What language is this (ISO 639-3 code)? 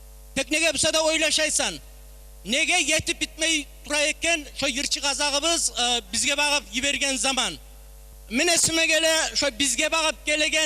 kum